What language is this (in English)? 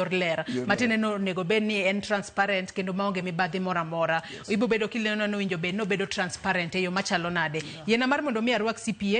Luo (Kenya and Tanzania)